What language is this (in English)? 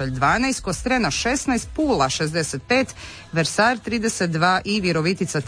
Croatian